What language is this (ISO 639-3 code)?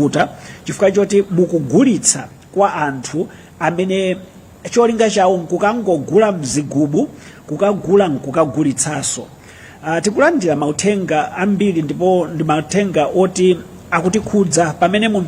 nya